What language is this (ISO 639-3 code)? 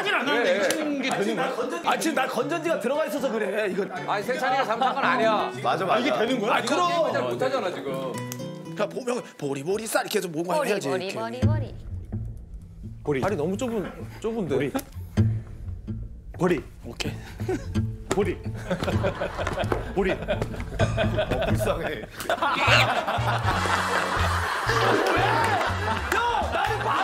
kor